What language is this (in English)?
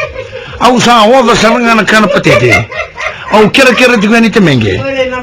Fijian